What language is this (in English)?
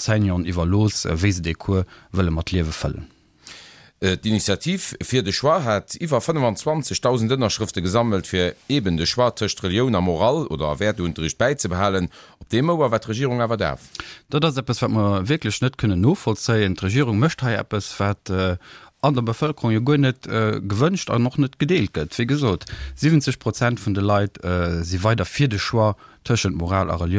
Luxembourgish